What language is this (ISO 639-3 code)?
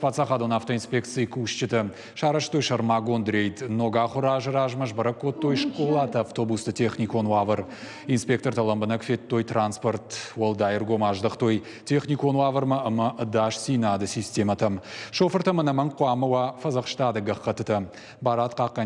oss